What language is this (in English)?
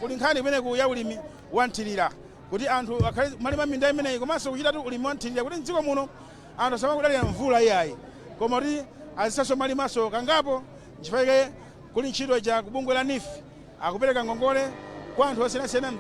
Nyanja